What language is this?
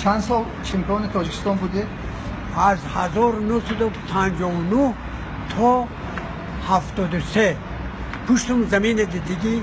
Tajik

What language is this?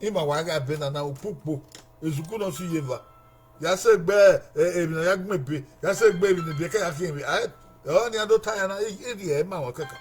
Bini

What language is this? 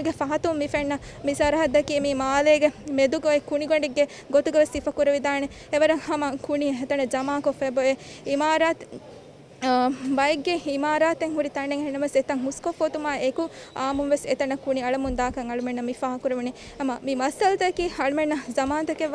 Divehi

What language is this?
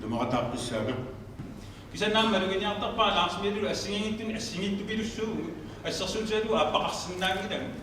Kalaallisut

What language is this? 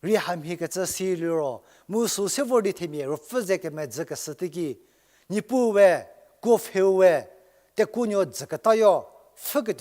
Angami Naga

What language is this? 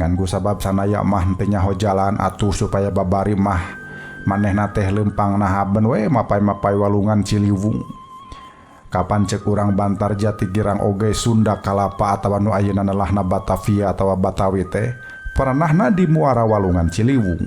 Sundanese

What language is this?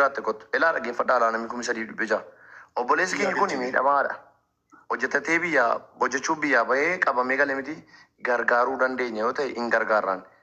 Oromo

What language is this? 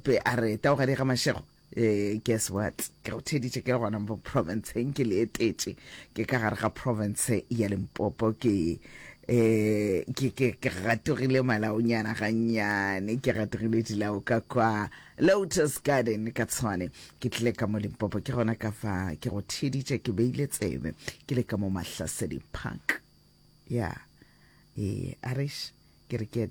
Northern Sotho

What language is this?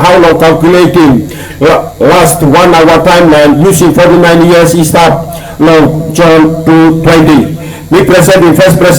Tok Pisin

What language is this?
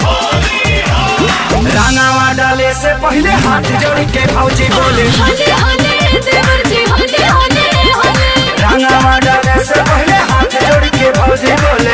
Bhojpuri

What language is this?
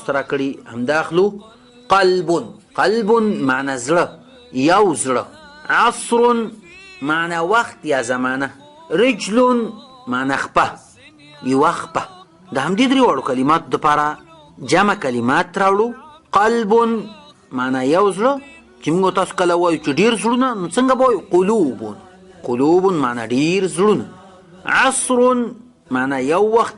Pashto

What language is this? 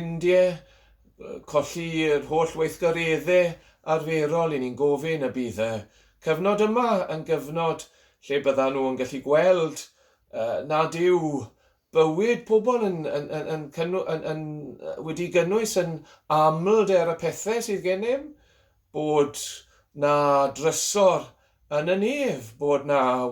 Welsh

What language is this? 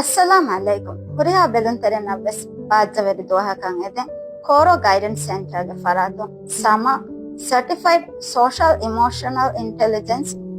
Divehi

